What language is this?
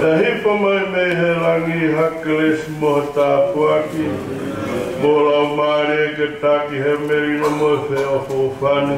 Tongan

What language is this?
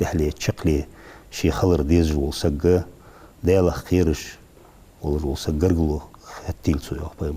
Ingush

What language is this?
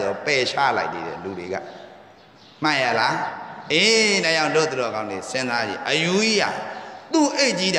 Burmese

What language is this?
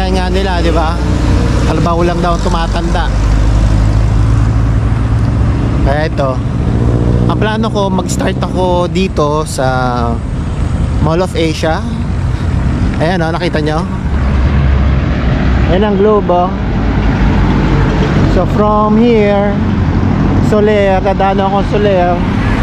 Filipino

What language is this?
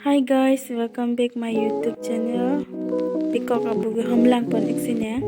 Karbi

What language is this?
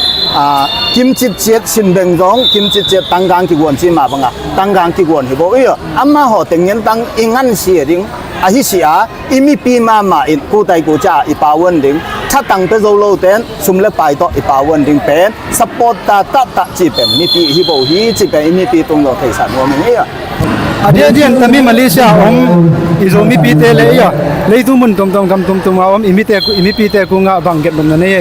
Tedim Chin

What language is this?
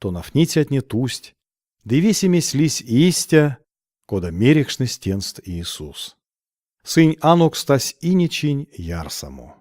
Erzya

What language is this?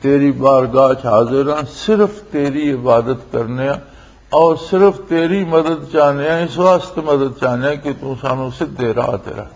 Western Panjabi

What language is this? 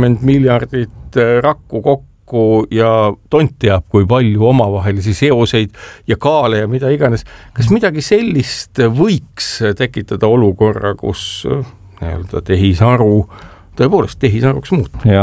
Estonian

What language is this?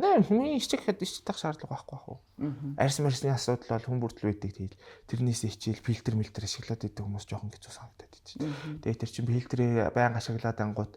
Mongolian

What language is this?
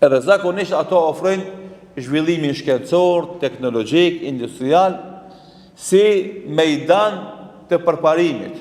Albanian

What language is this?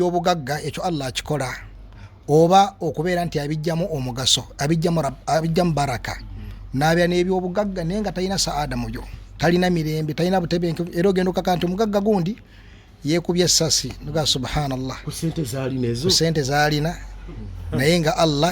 Ganda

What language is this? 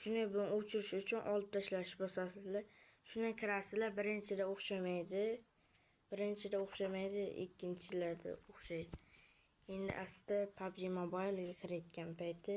Uzbek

